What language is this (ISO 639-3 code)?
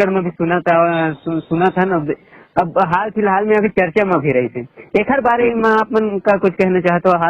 hne